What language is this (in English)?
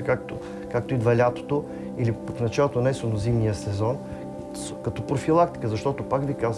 Bulgarian